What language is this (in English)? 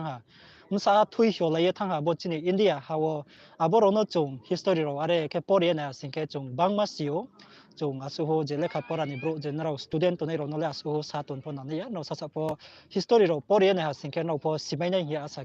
Riang (India)